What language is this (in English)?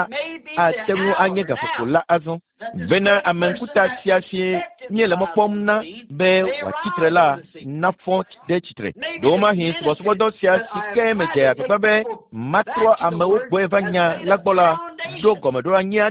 Ewe